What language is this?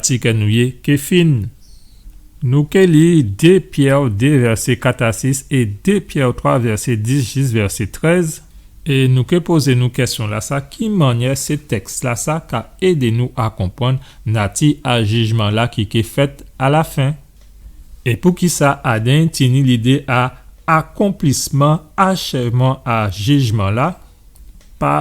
Guadeloupean Creole French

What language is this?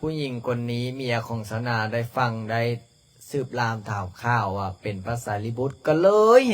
Lao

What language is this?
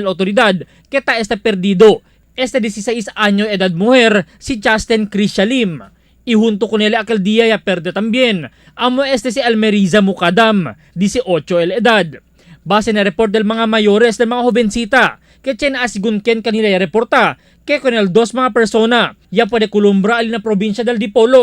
Chavacano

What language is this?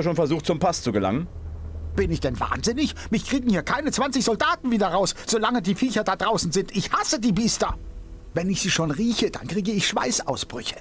Bavarian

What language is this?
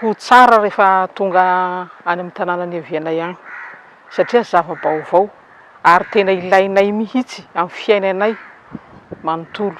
Malagasy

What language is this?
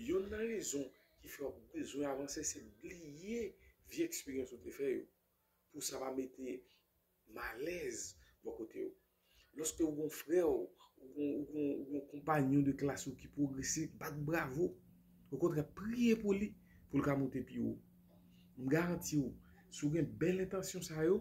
Haitian Creole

